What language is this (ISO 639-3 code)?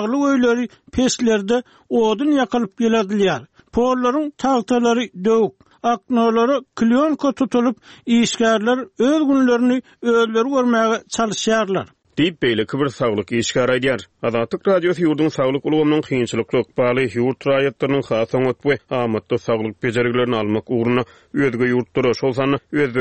tuk